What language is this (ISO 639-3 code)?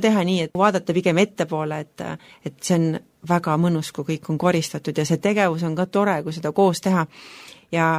est